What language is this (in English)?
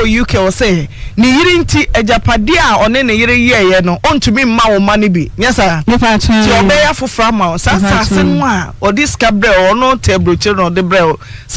Akan